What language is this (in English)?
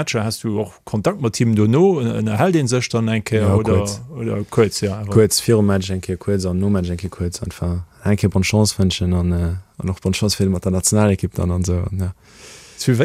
Luxembourgish